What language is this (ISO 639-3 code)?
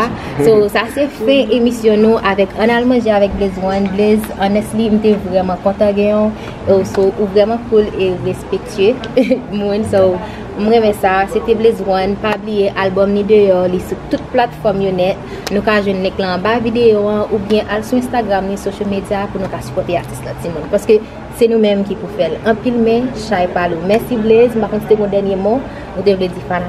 hat